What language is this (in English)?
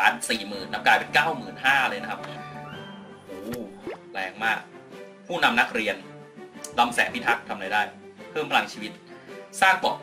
Thai